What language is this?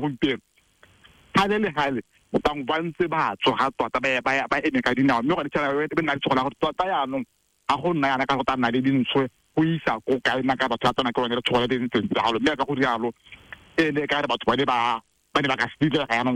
Tswana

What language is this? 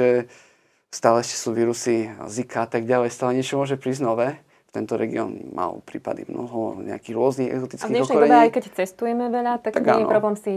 Slovak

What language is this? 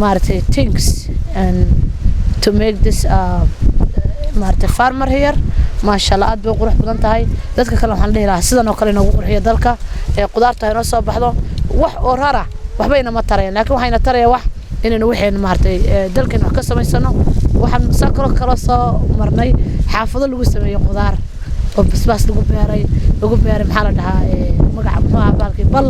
Somali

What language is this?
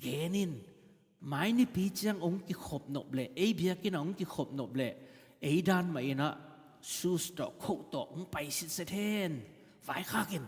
Tedim Chin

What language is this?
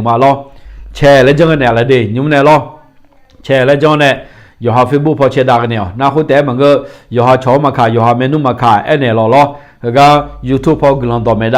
Akha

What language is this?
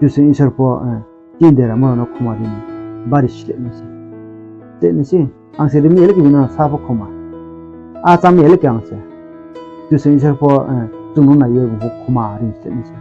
Riang (India)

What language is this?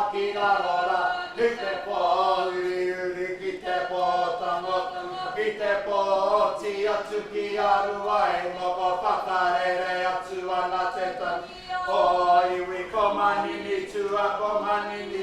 Māori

